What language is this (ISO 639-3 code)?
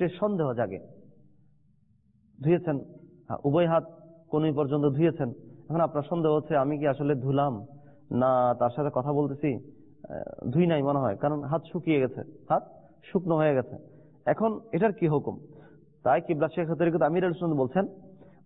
ben